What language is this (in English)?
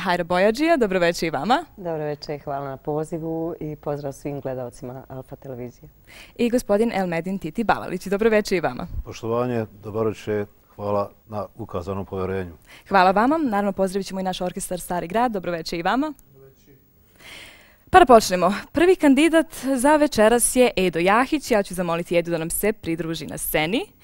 Bosnian